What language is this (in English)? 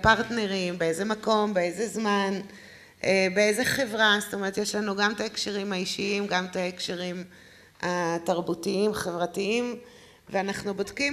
Hebrew